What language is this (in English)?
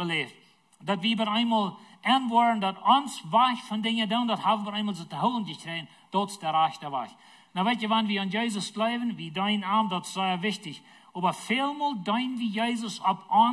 Plautdietsch